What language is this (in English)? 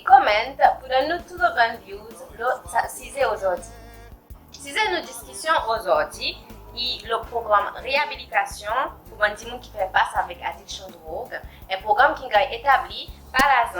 Seselwa Creole French